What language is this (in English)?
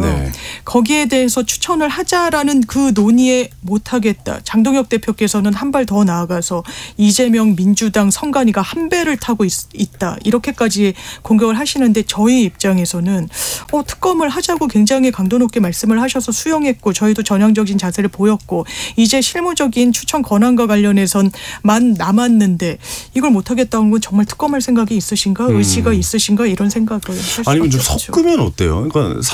Korean